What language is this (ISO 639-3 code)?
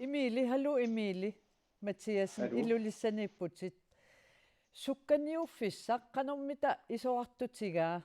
kal